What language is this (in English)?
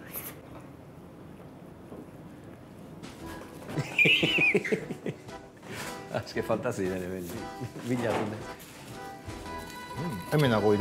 Basque